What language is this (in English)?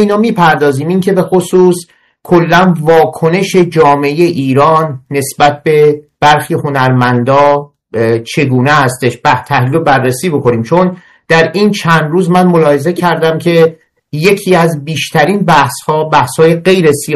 Persian